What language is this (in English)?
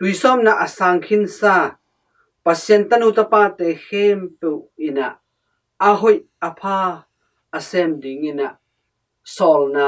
Tedim Chin